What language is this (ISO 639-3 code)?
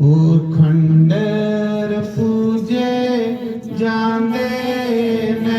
doi